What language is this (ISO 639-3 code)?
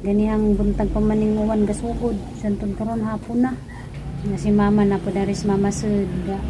ceb